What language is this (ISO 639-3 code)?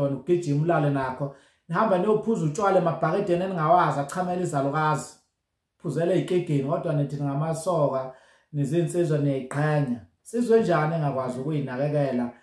zul